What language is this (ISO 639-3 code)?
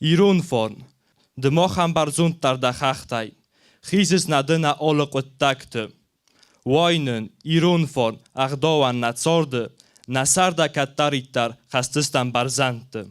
oss